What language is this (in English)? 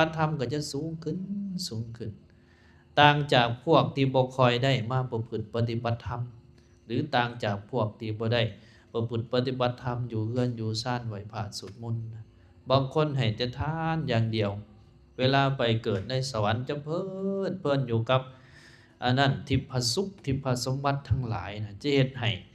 Lao